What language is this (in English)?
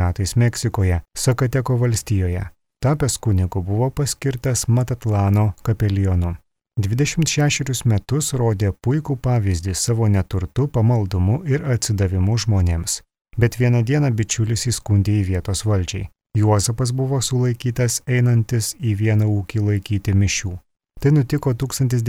Lithuanian